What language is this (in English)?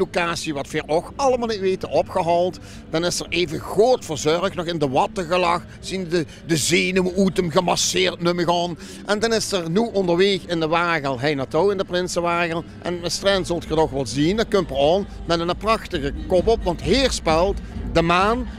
Limburgish